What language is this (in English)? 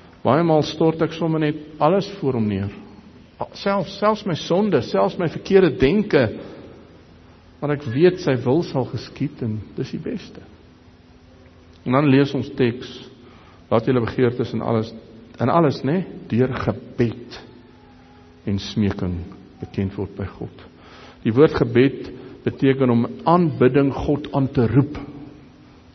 Afrikaans